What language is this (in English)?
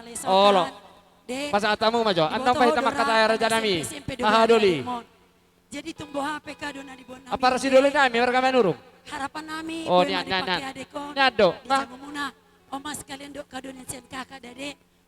Batak Toba